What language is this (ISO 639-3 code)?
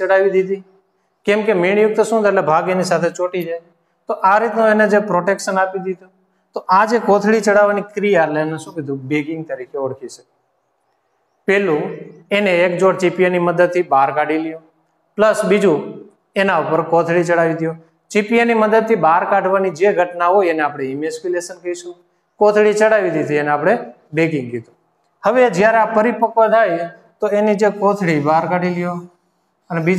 guj